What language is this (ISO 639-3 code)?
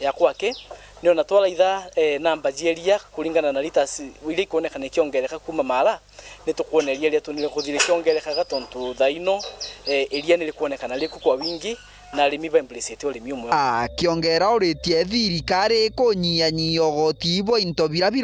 mer